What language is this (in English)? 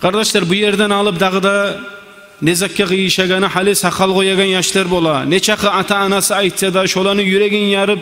Kumyk